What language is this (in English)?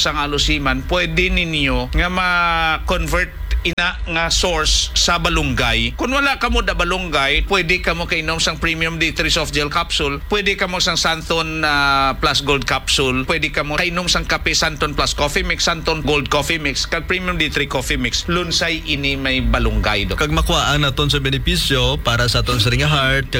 Hiligaynon